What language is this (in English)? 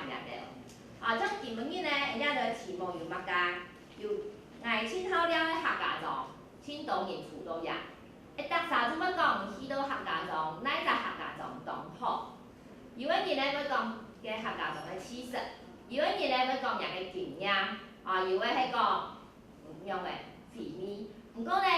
Hakka Chinese